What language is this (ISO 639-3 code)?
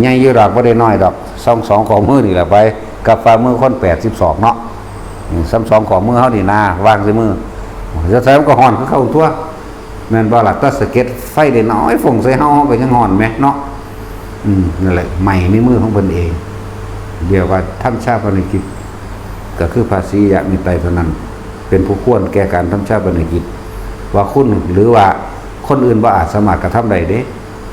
tts